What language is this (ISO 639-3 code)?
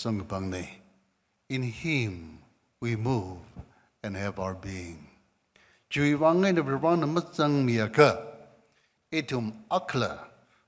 nmf